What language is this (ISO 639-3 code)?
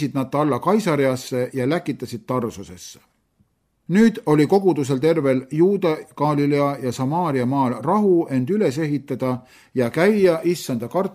est